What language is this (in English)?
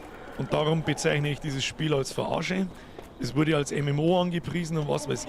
Bavarian